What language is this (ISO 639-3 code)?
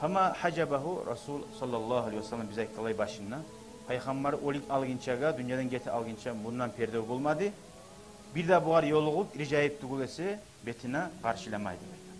kum